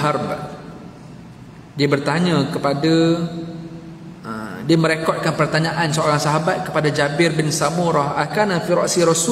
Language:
Malay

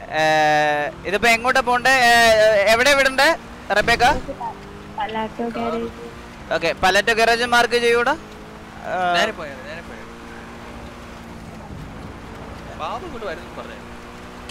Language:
Malayalam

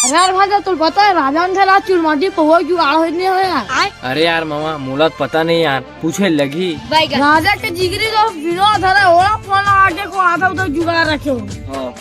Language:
Chhattisgarhi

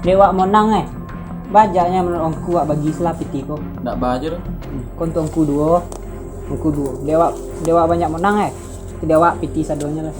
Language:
Minangkabau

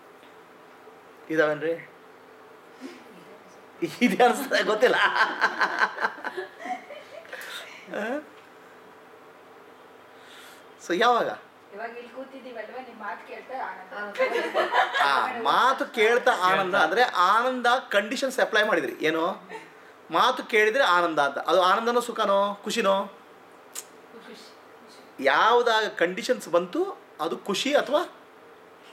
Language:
Kannada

